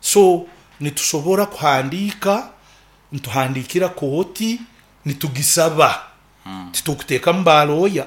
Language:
Nyoro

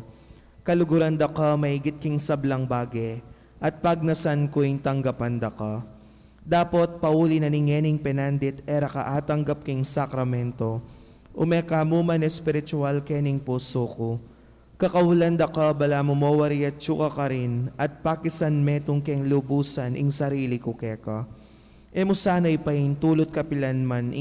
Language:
Pampanga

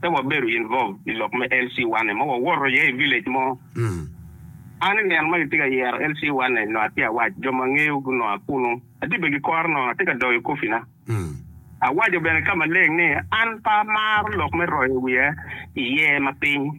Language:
Acoli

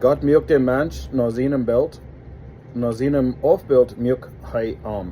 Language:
Plautdietsch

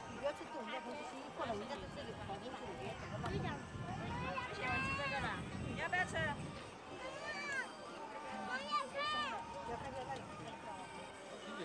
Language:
Chinese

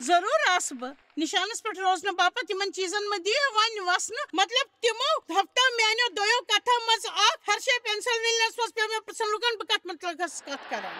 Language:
Kashmiri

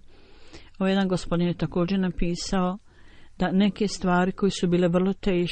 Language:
Bosnian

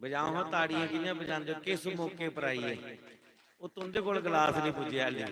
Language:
Dogri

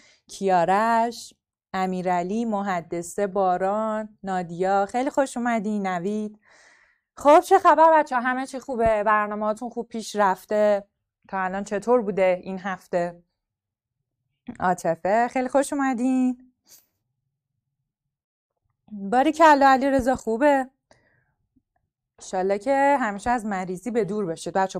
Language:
Persian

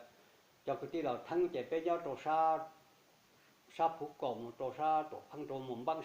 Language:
Hmong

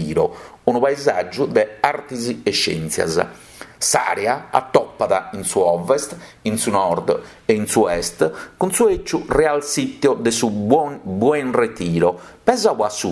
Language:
Sardinian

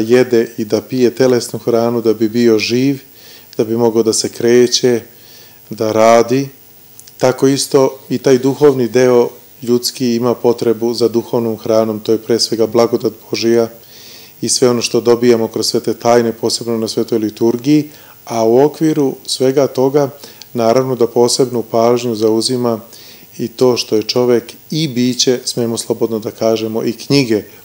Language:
Serbian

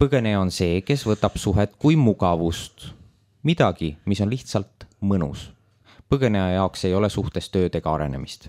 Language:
Estonian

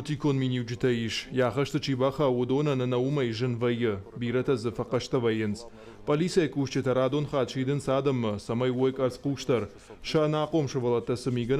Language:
Ossetic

